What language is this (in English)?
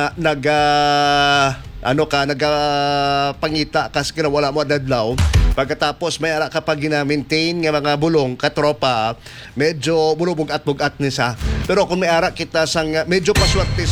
Hiligaynon